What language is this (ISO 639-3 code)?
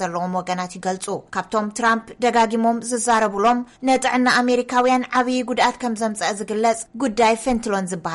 tir